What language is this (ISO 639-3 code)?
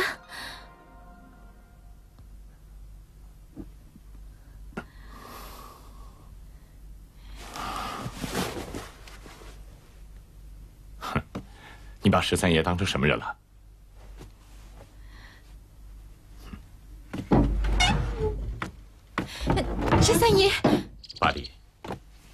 zho